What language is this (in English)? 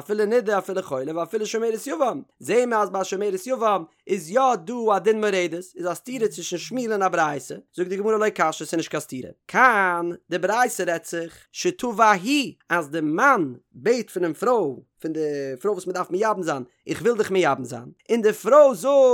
Yiddish